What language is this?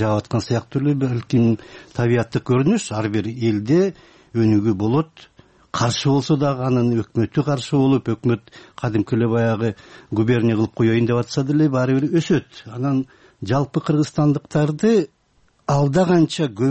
Kyrgyz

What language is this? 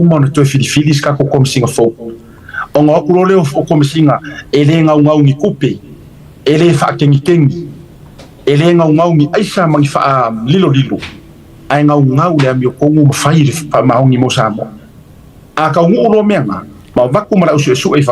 Samoan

